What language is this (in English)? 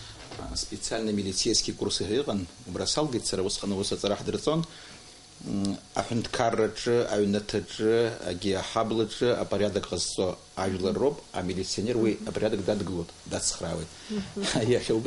Abkhazian